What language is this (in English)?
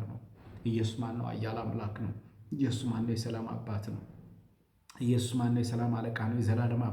Amharic